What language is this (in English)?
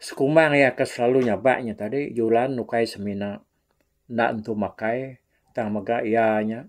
Iban